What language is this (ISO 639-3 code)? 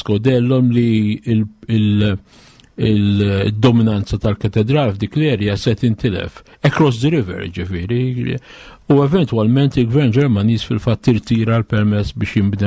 mlt